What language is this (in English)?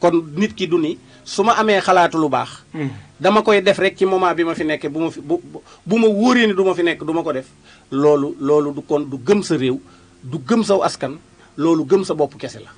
Wolof